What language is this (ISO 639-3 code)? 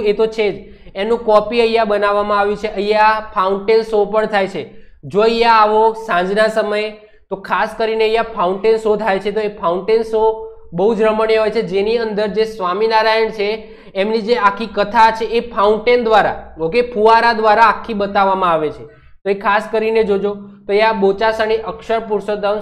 guj